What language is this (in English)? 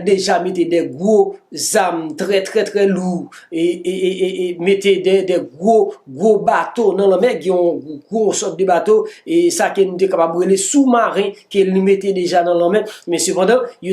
Haitian Creole